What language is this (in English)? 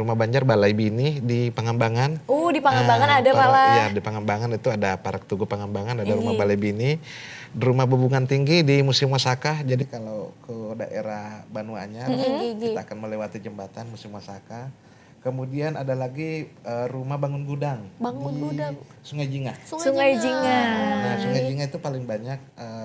Banjar